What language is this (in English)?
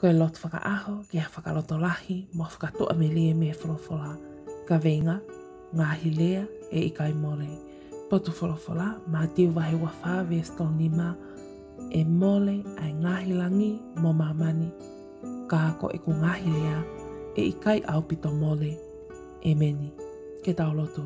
Tongan